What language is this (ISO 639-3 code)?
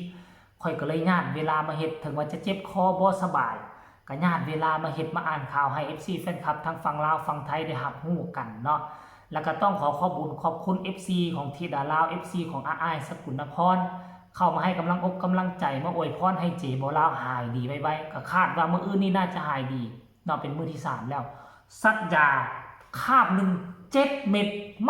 tts